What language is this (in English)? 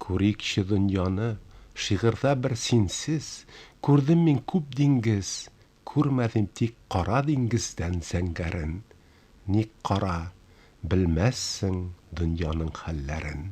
Tatar